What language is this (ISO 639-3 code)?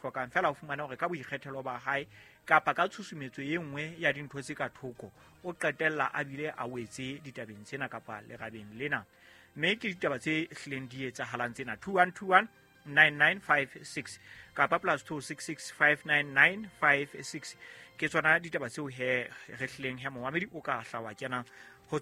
sot